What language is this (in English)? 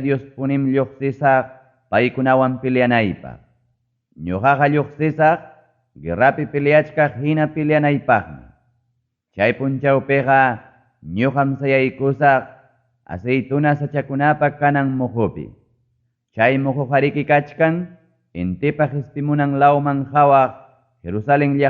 Ayacucho Quechua